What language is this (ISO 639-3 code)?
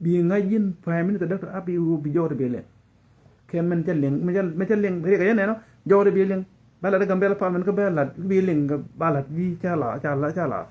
nus